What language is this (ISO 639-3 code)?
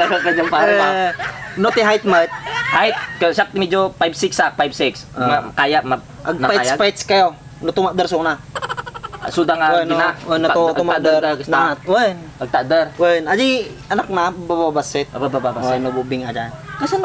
ilo